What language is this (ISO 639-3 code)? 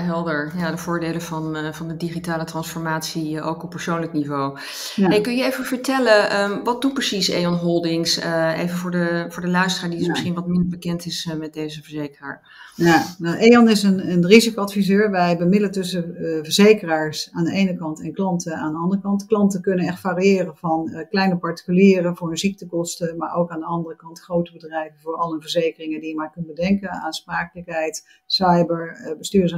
nld